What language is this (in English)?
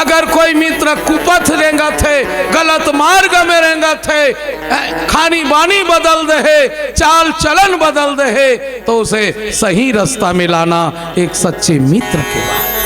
Chhattisgarhi